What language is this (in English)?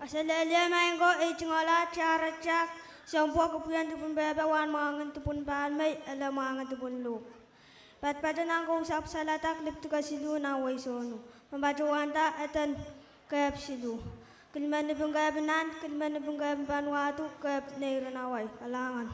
Pohnpeian